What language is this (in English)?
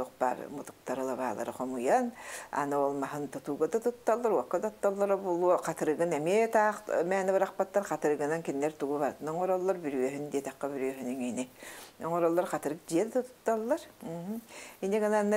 Yakut